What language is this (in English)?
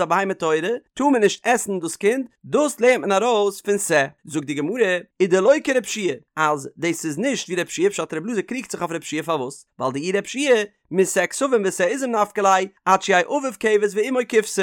Yiddish